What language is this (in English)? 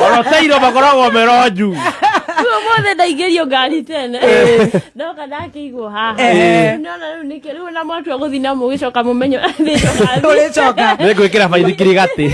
Kikuyu